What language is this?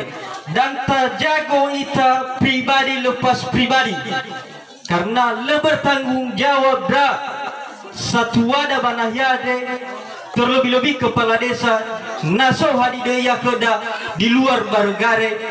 Nias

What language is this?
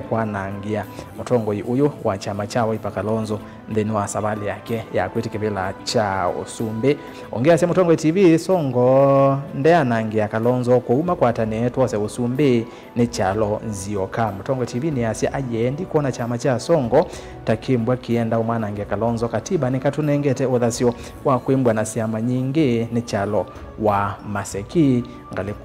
Kamba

